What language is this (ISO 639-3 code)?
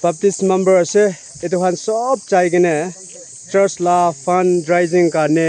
nag